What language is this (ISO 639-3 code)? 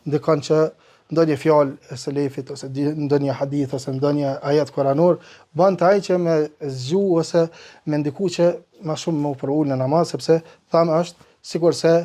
sqi